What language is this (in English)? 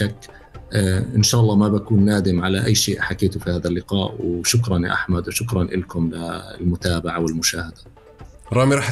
North Levantine Arabic